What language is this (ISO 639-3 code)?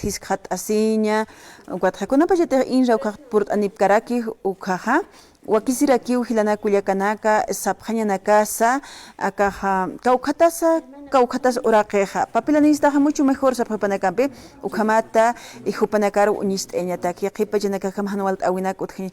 aym